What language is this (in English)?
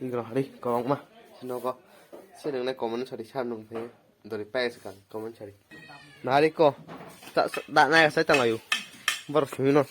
Kok Borok